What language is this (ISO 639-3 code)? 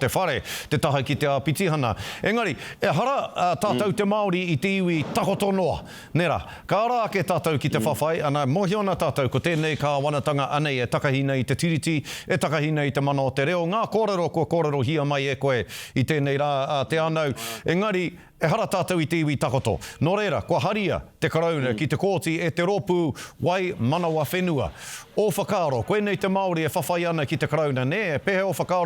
mri